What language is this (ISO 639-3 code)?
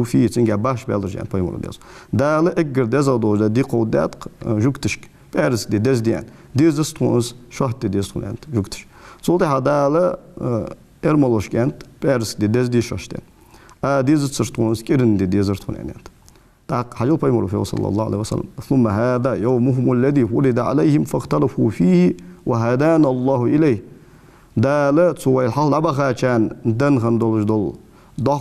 inh